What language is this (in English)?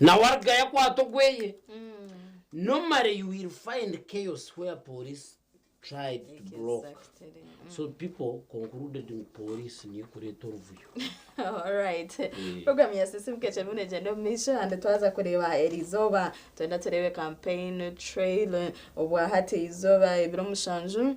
Nyankole